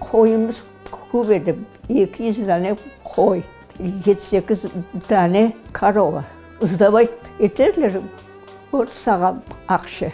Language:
Crimean Tatar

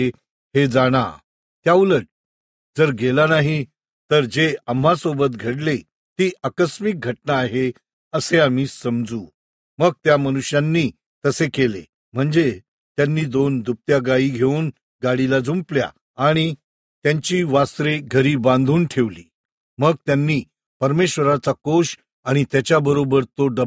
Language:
Marathi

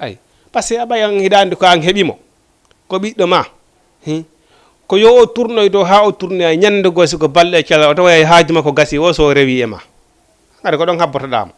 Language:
Fula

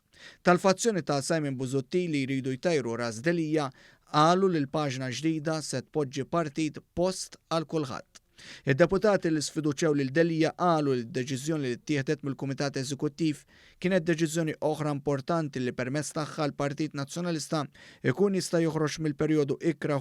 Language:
Maltese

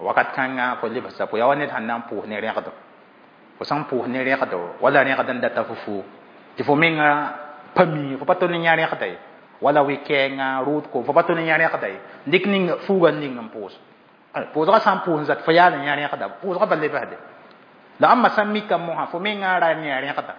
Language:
Mossi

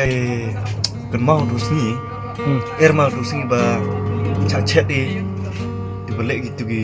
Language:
Khasi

